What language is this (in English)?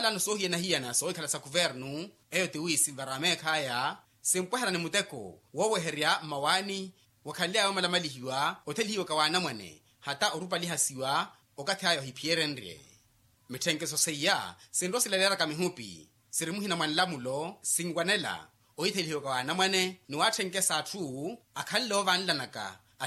Makhuwa